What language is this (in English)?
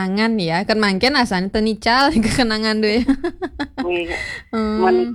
Balinese